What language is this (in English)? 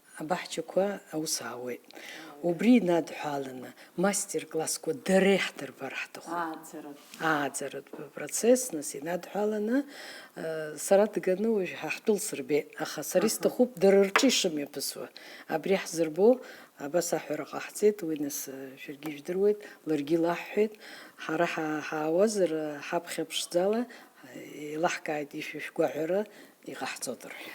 Abkhazian